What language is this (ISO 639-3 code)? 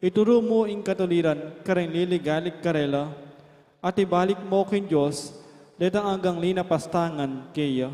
pam